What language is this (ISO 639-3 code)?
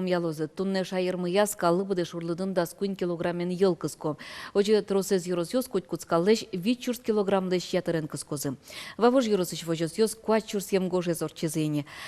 udm